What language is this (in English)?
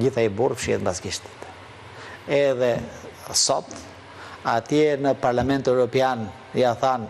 Albanian